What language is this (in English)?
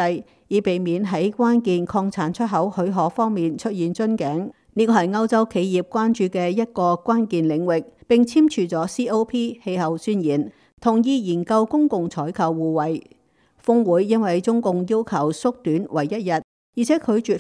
Cantonese